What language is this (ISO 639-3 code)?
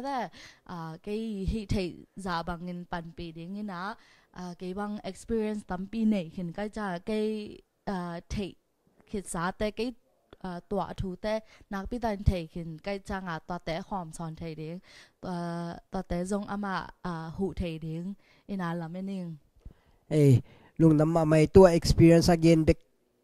ctd